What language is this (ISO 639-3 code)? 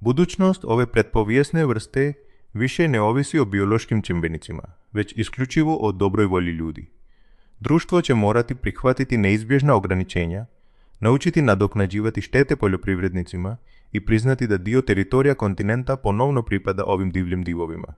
hrv